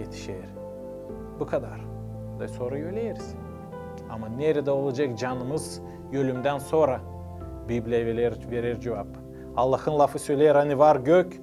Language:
Gagauz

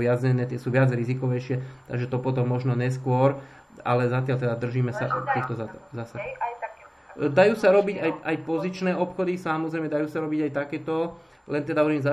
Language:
Slovak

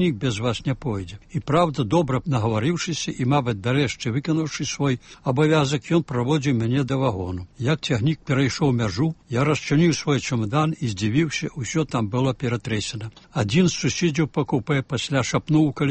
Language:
Belarusian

